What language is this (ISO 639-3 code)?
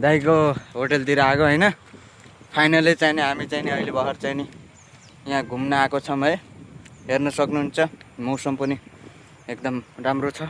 nep